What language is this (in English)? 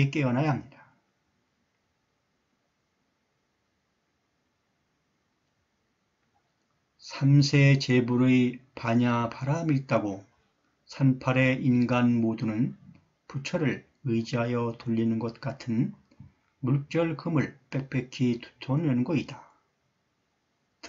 Korean